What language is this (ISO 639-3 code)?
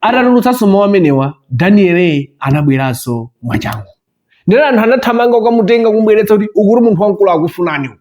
nya